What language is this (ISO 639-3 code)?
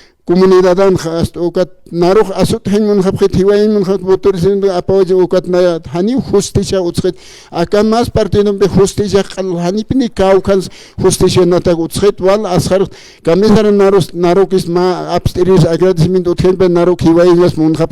aym